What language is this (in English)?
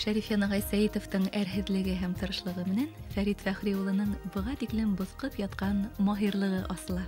Bashkir